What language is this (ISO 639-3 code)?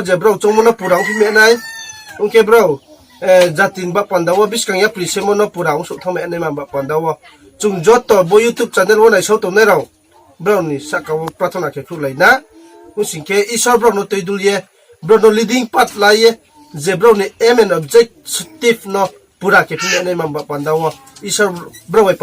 ria